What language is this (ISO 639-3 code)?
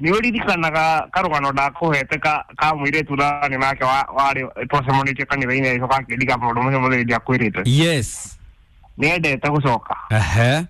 kik